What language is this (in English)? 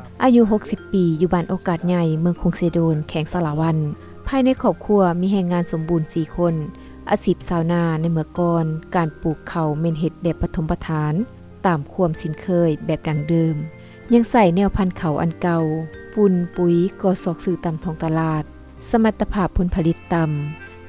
Lao